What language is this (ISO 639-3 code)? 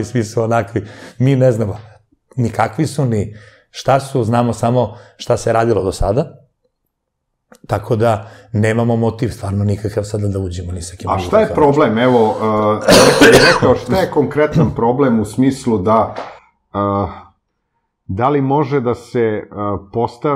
srp